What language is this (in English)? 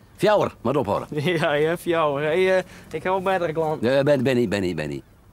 Western Frisian